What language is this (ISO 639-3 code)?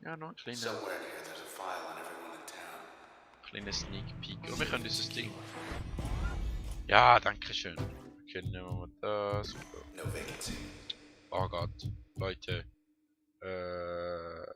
gsw